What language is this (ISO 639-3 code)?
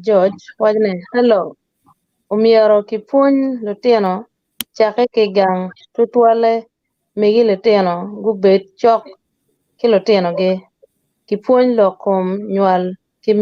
ach